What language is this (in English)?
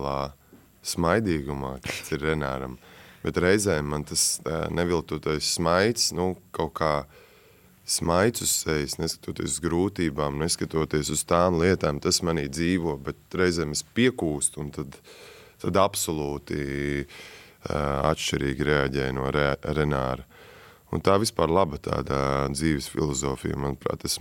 Latvian